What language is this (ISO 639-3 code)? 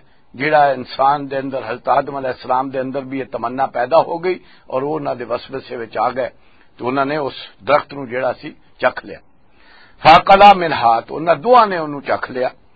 lah